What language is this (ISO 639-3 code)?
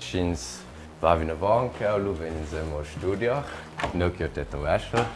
roh